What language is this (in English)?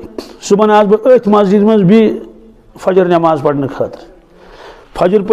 Kashmiri